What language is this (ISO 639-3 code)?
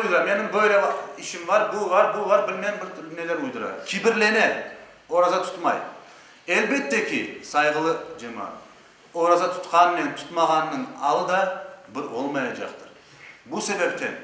crh